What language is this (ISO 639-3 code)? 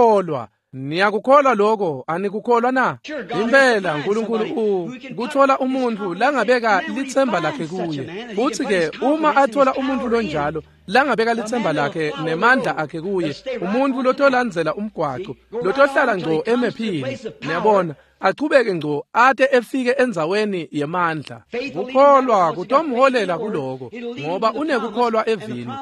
ssw